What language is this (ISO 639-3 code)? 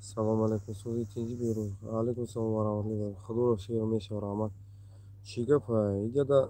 tgk